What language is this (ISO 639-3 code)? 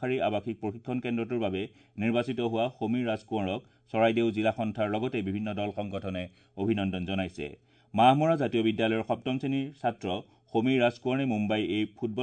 asm